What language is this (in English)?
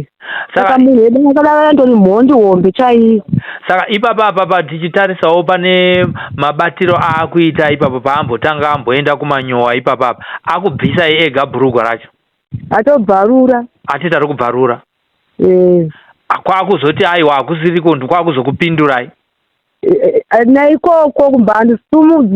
Shona